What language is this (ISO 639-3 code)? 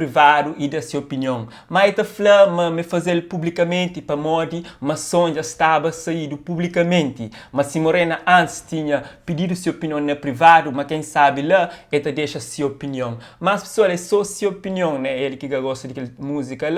kea